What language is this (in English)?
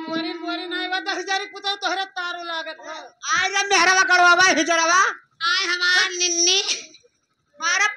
Bhojpuri